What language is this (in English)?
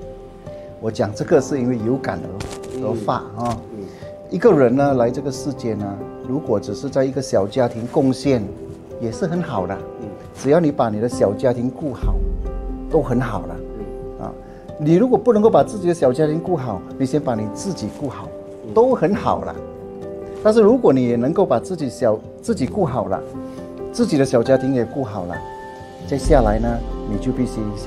Chinese